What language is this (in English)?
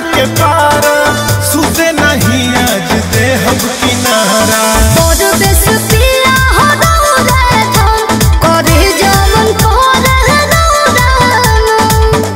Bhojpuri